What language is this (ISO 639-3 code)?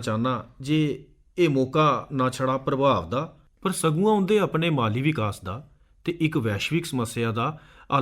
doi